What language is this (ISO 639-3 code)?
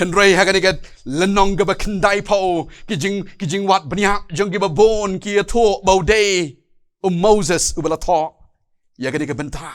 kha